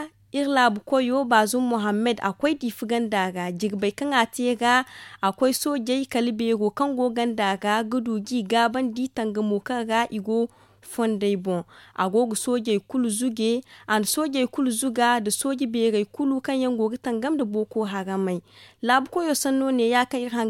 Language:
Zarma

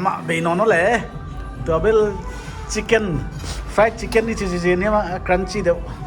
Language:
Paite Chin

